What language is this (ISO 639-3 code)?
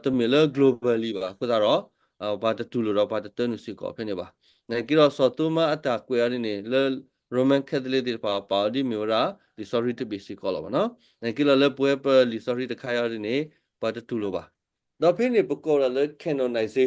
ksw